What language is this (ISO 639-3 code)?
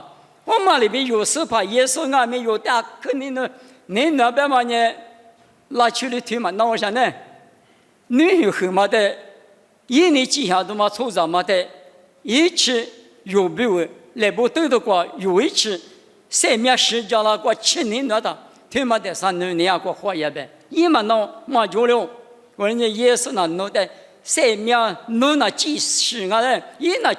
lis